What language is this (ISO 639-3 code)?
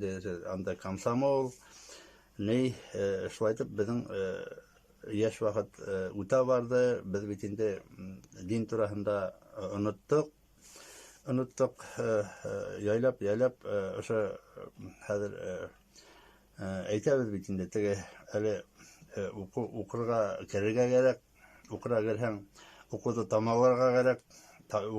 bak